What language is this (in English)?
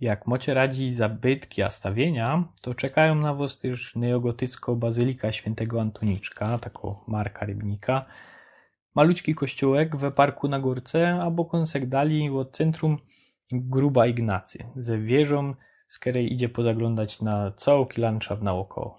Silesian